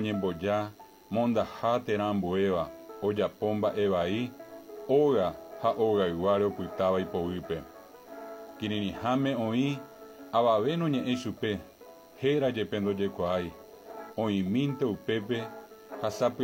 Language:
Guarani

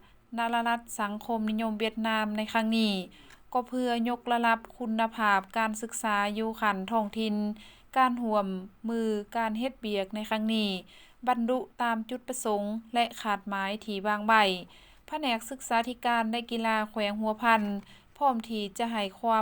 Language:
Lao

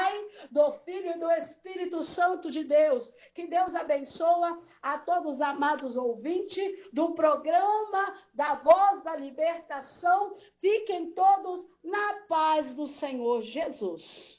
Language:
Portuguese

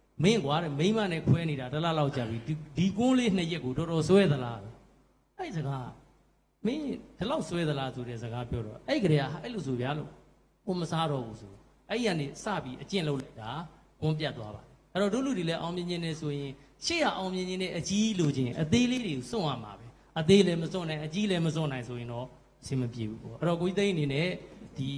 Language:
Burmese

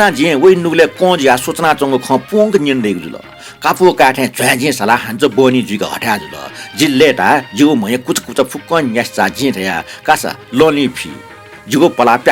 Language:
Newari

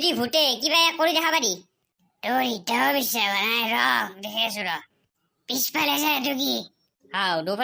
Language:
Assamese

